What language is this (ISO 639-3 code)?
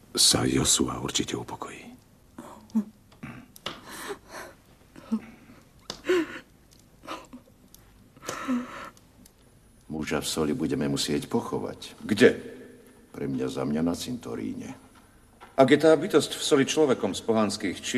slk